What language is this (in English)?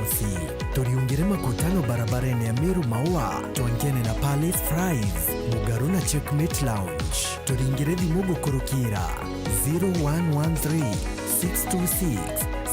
Meru